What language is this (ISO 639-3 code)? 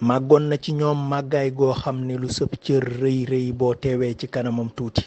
wol